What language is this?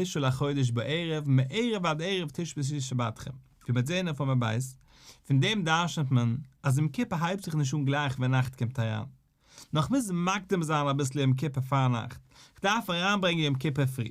Yiddish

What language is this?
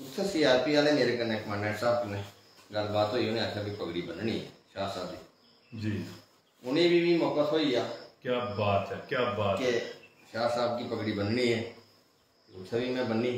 Dogri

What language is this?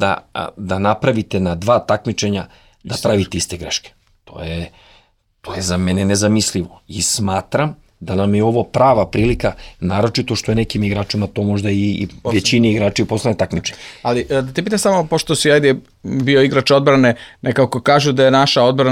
Serbian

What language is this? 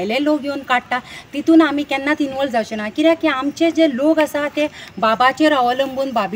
Konkani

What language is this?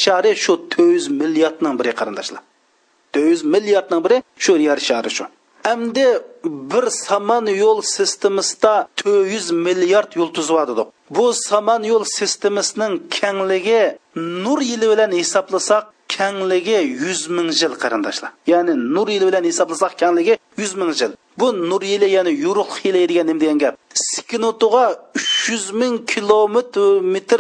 Uyghur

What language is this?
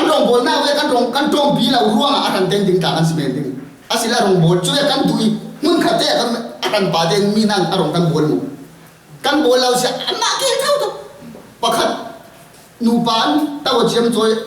Falam Chin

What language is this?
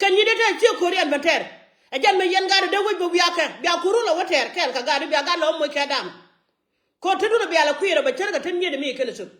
Nuer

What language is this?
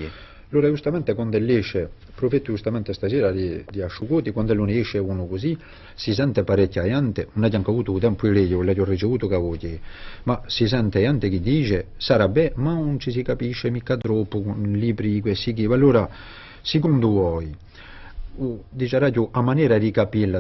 Corsican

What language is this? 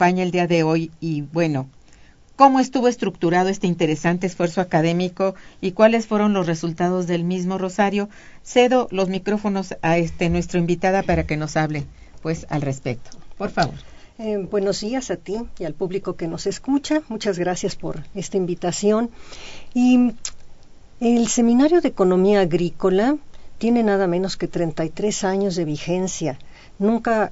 Spanish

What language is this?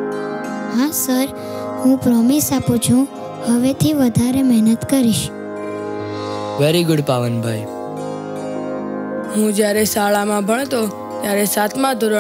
Gujarati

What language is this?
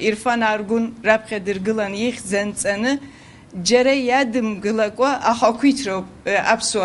Abkhazian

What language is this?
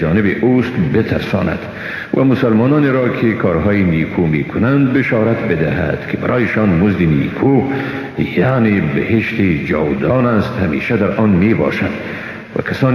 Persian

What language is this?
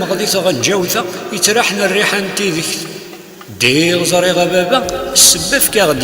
Kabyle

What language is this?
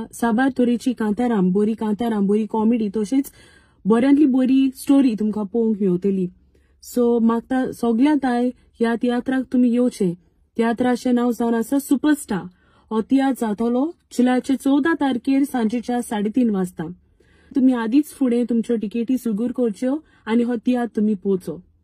Konkani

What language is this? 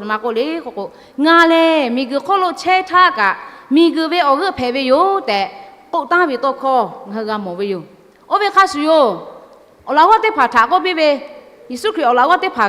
Lahu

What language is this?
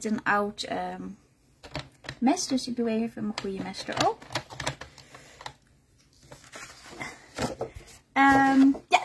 Dutch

